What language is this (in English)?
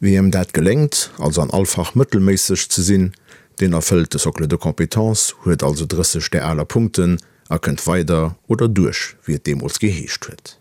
Luxembourgish